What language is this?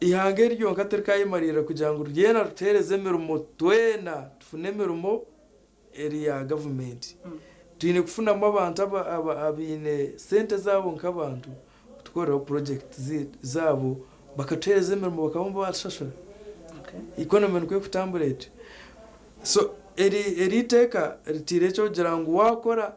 Nyankole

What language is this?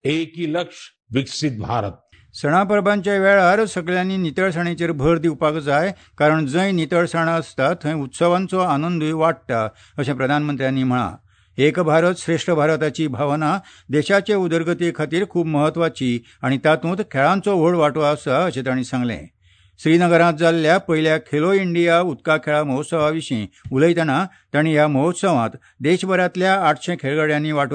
Konkani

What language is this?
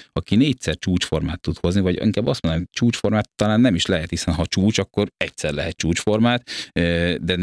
Hungarian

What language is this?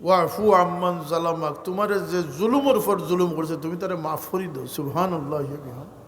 Sylheti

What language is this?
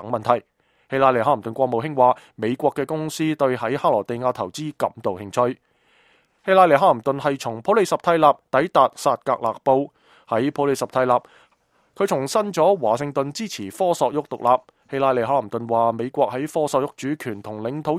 Cantonese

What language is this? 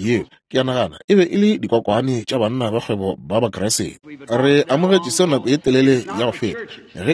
Northern Sotho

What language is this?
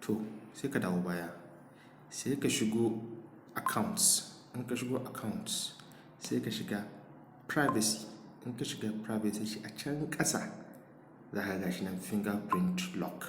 Hausa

